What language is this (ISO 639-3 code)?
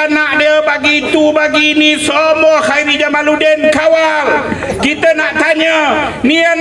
msa